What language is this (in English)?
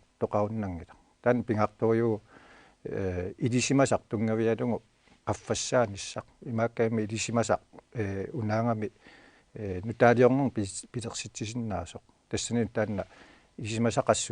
Kalaallisut